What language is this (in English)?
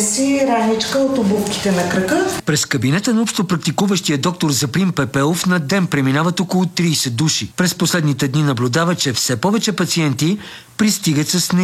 Bulgarian